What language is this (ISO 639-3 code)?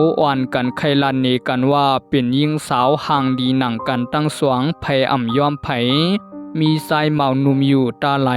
shn